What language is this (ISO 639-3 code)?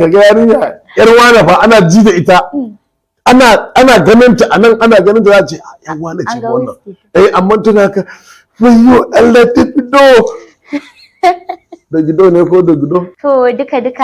hau